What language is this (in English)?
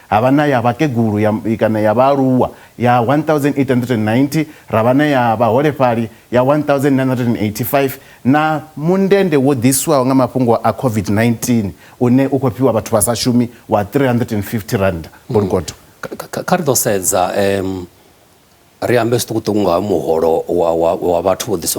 Venda